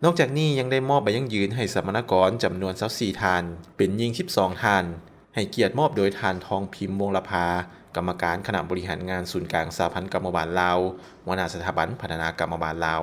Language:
Lao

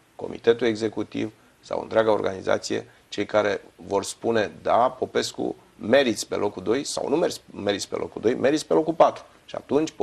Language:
Romanian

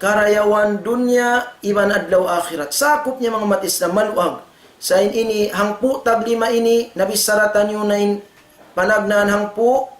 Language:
Tausug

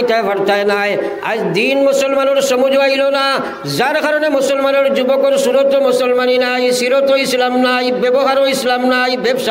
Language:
Sylheti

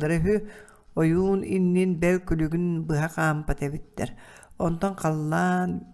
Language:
Yakut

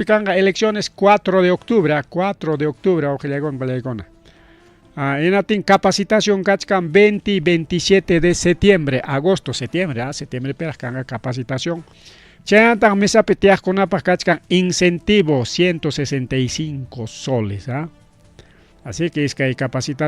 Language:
Ayacucho Quechua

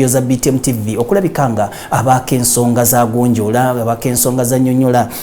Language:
Ganda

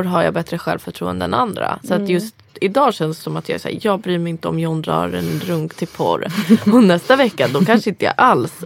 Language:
Swedish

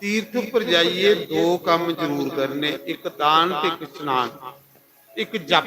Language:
Dogri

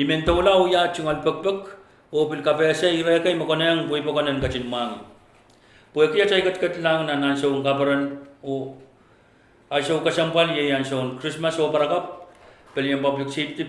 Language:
Pohnpeian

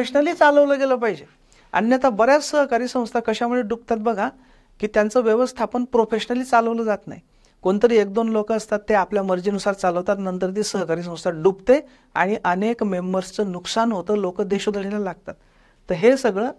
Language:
Marathi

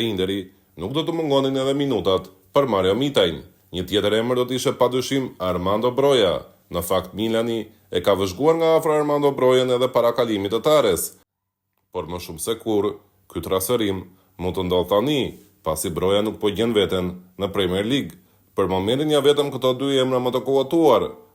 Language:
Albanian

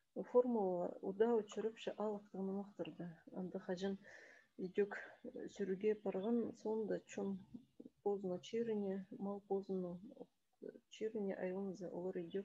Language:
Khakas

